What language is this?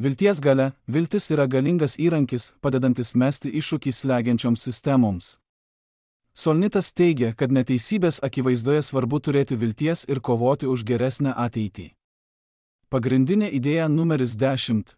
Lithuanian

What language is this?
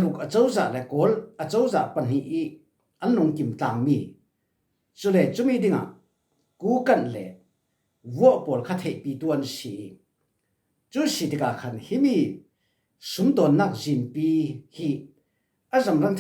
Falam Chin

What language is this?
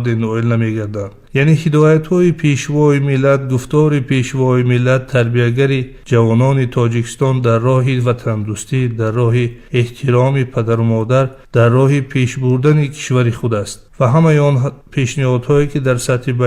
Tajik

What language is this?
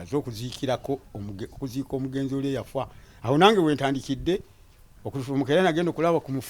Ganda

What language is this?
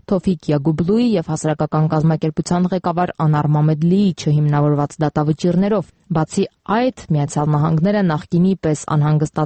Armenian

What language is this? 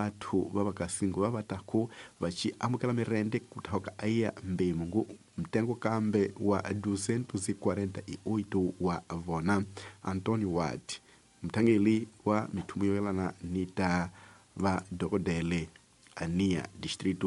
Tsonga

